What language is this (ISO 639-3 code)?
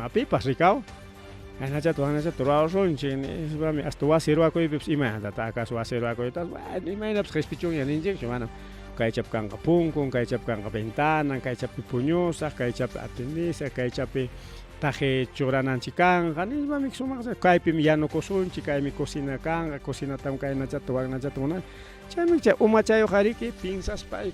quy